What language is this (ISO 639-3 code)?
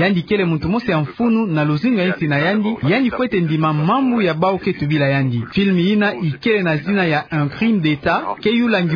ktu